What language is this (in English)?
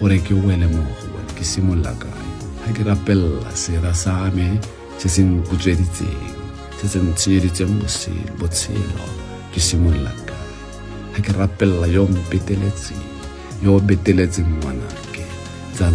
Tswana